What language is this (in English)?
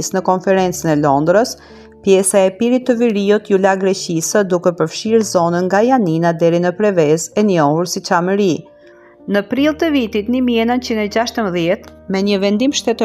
Albanian